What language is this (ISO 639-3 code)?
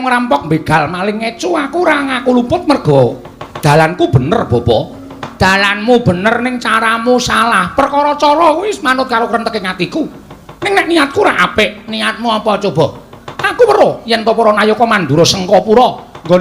jav